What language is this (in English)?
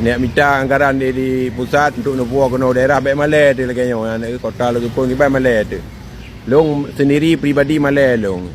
Achinese